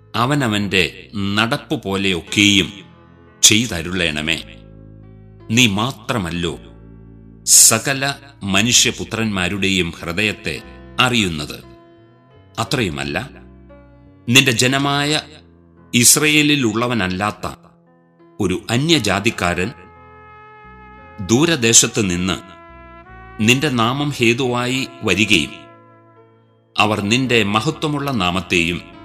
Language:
Malayalam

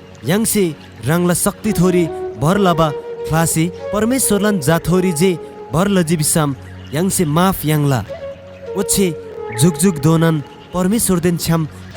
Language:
Eastern Tamang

